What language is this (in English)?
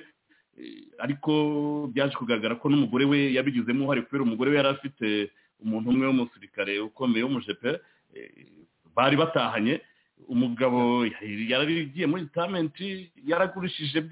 Kinyarwanda